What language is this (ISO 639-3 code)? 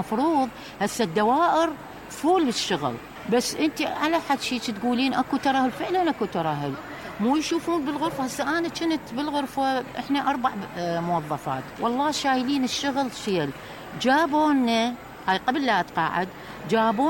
acm